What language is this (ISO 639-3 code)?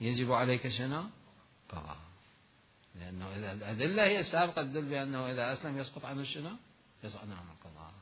acm